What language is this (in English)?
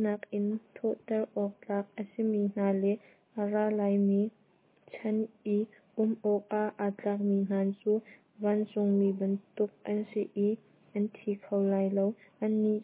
Hakha Chin